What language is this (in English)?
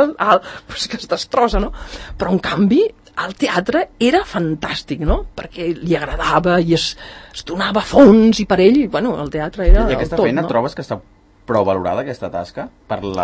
Catalan